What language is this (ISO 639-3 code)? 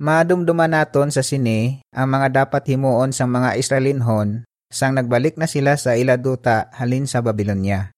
hil